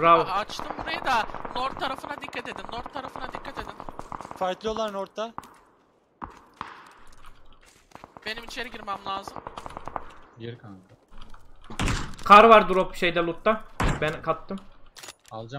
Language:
Turkish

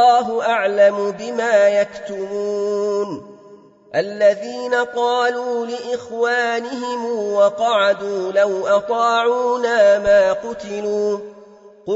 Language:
Arabic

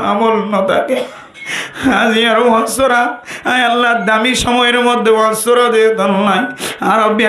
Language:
Rohingya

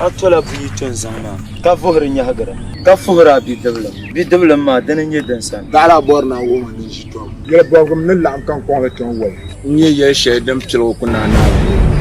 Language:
Dagbani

